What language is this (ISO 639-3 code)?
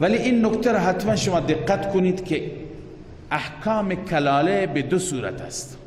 fas